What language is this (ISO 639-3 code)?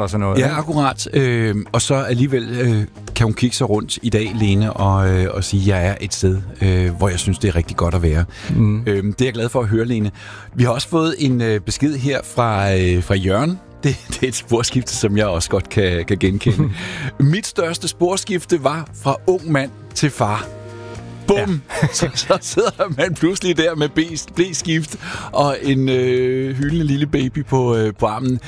dan